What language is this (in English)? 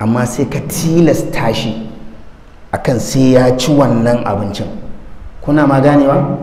Hausa